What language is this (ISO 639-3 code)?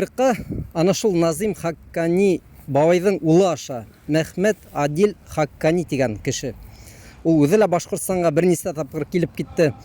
bak